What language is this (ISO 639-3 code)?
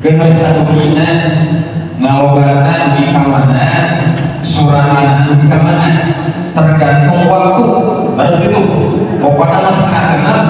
sun